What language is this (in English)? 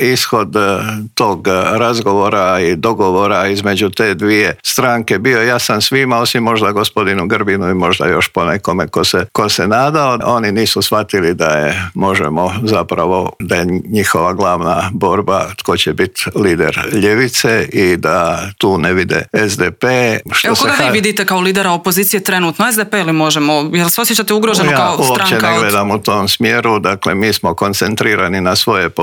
Croatian